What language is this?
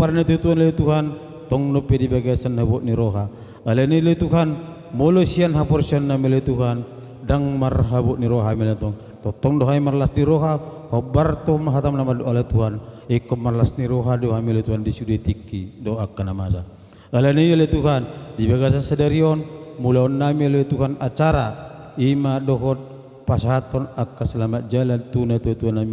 Batak Toba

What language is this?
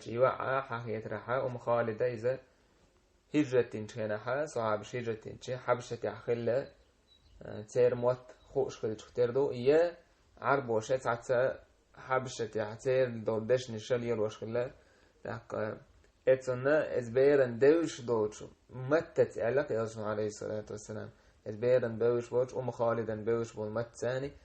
Chechen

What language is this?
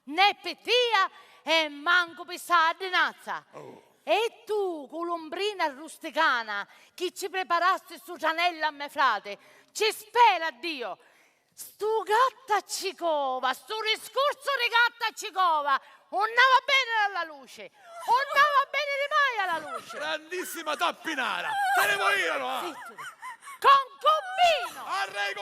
Sicilian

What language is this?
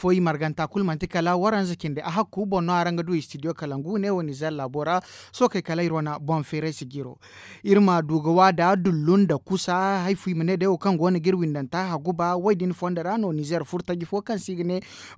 Zarma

